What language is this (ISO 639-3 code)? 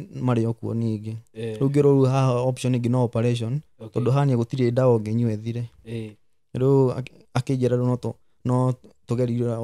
kik